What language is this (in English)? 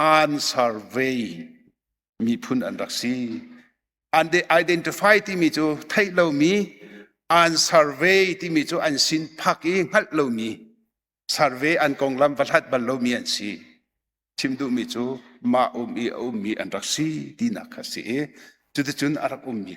Hakha Chin